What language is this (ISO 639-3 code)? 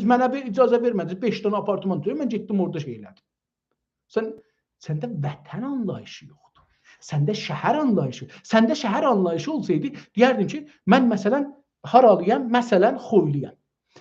azb